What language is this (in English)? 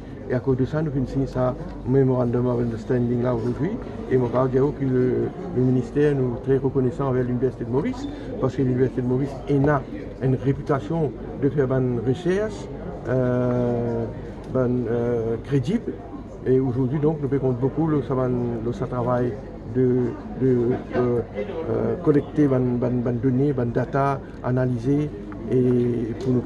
Morisyen